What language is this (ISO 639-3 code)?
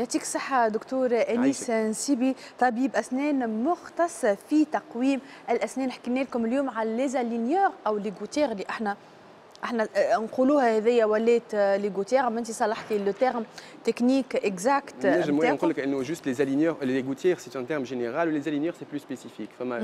aeb